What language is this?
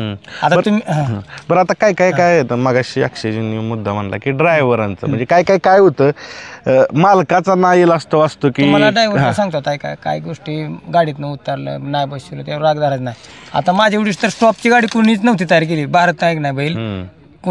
Marathi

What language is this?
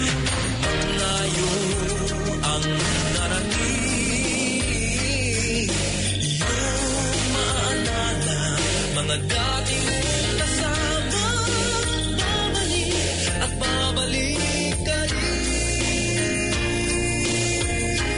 Filipino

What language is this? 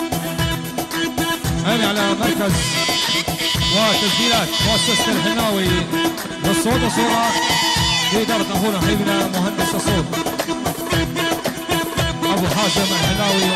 Arabic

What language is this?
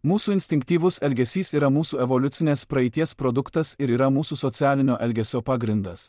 Lithuanian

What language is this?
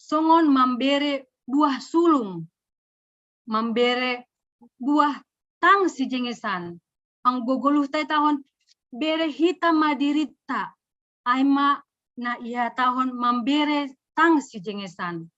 Batak Simalungun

